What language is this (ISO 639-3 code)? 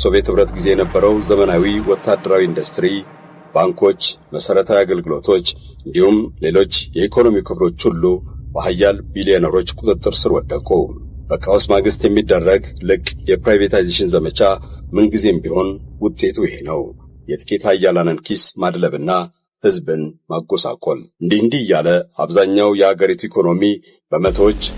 amh